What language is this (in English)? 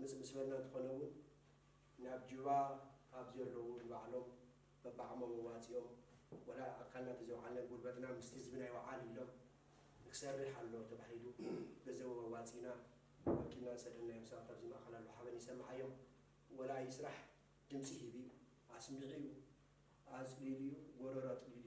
Tigrinya